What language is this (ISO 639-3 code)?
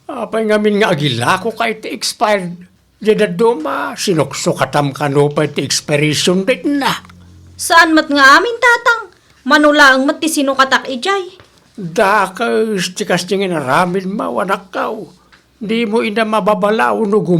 ilo